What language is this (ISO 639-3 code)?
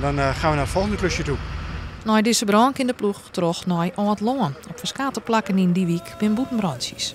fry